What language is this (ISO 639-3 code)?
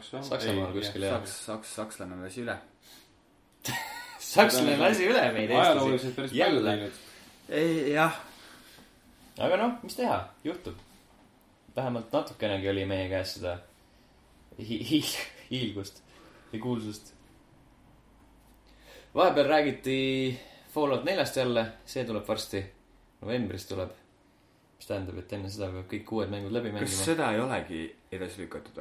est